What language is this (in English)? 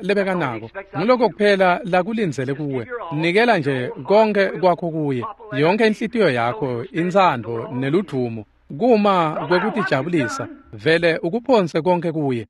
Swati